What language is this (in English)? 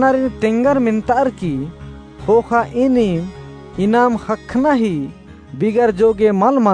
Kurukh